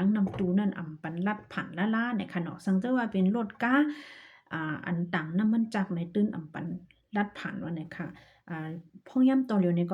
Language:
Shan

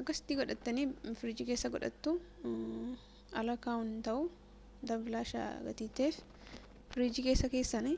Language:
Oromo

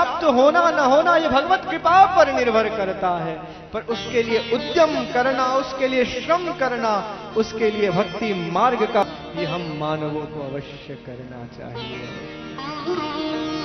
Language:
Hindi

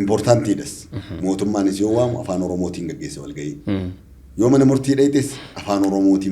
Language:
Oromo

